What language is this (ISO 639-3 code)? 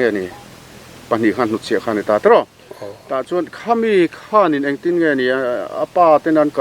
lus